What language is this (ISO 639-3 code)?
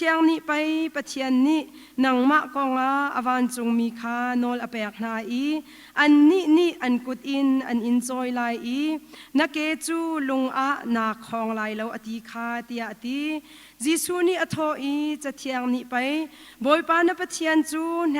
cnh